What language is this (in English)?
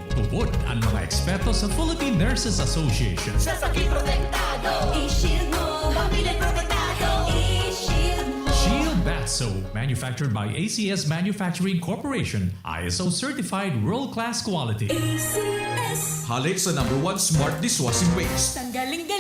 Bikol